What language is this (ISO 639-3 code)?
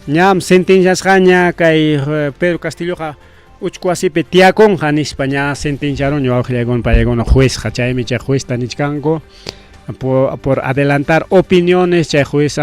quy